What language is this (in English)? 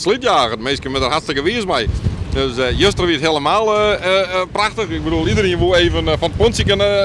Western Frisian